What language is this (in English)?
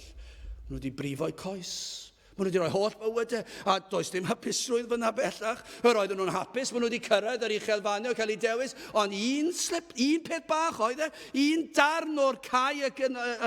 Welsh